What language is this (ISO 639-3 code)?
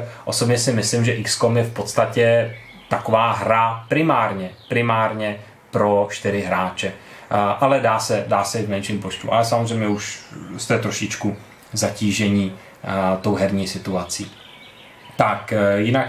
ces